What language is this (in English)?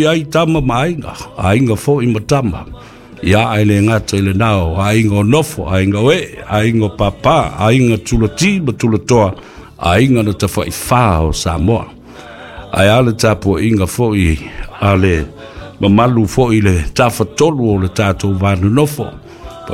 Samoan